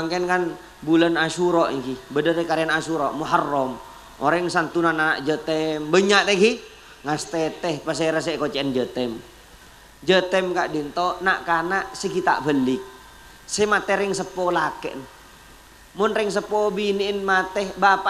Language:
Madurese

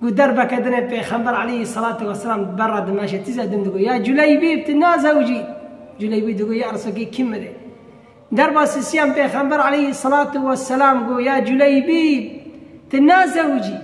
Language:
Kurdish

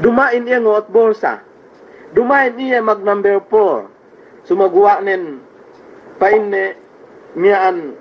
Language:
Yakan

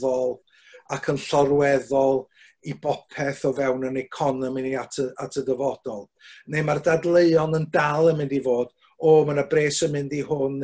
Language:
Welsh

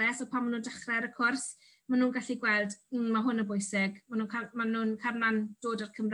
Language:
Welsh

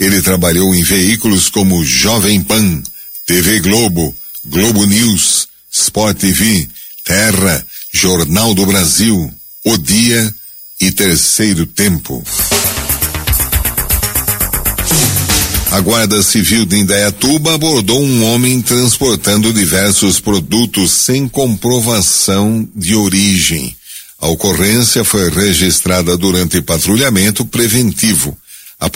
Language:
Portuguese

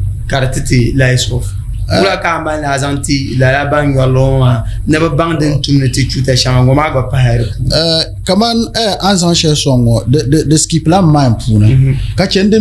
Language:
Dagbani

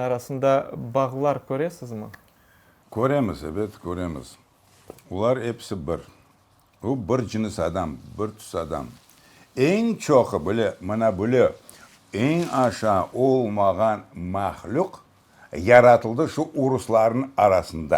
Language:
Crimean Tatar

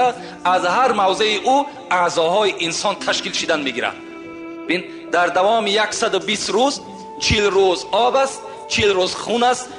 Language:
Tajik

